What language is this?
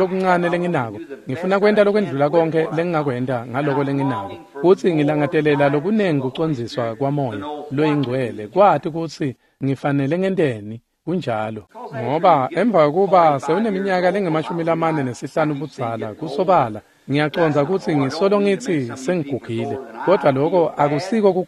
Swati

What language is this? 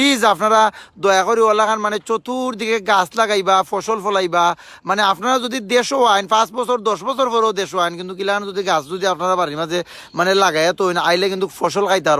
Sylheti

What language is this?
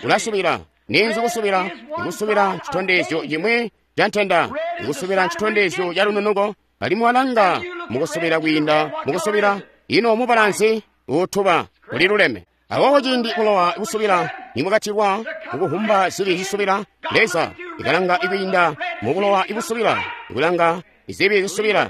Tonga (Zambia)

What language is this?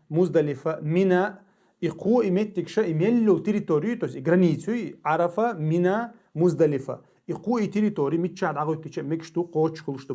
Chechen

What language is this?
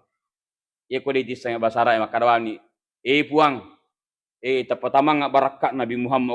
Buginese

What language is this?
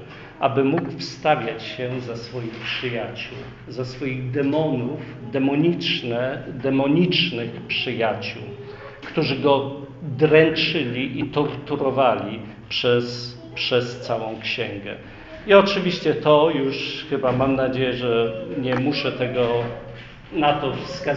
Polish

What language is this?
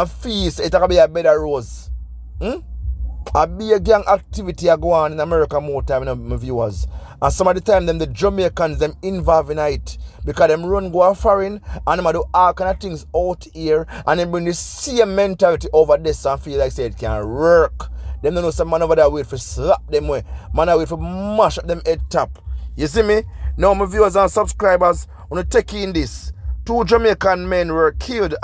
Jamaican Creole English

